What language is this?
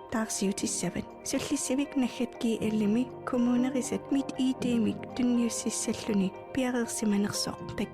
Kalaallisut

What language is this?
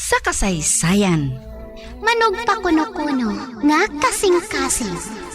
Hiligaynon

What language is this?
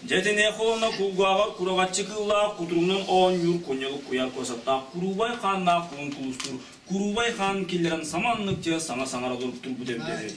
Yakut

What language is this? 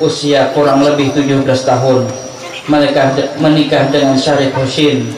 Banjar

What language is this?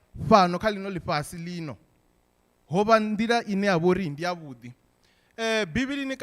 Venda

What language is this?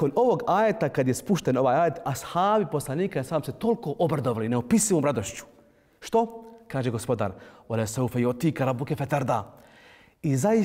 Bosnian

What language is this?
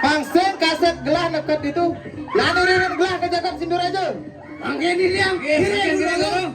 Balinese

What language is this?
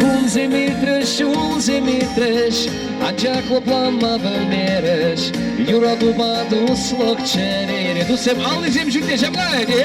Chuvash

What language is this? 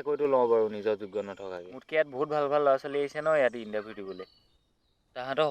Assamese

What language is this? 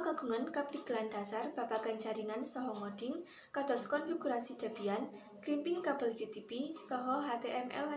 Javanese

